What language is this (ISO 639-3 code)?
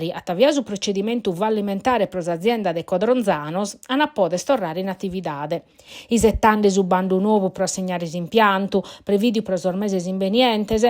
srd